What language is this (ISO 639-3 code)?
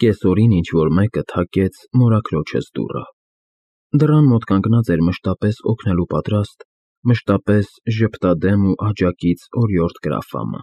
hye